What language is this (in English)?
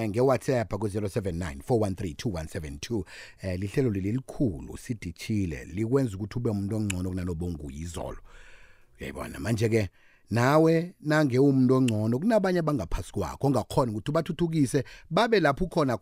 South Ndebele